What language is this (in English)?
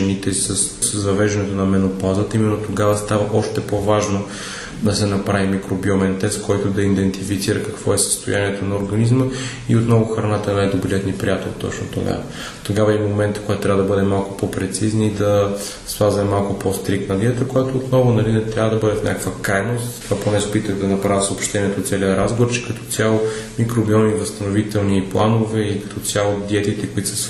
Bulgarian